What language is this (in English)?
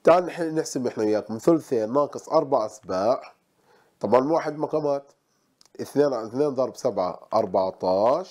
Arabic